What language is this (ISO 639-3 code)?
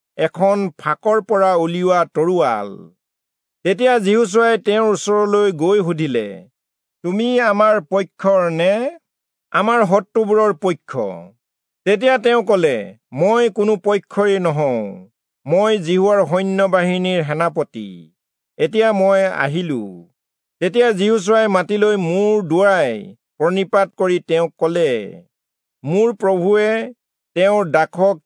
asm